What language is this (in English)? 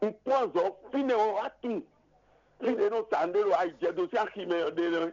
Fon